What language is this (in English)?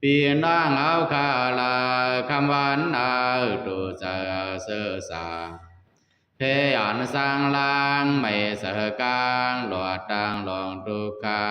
Pali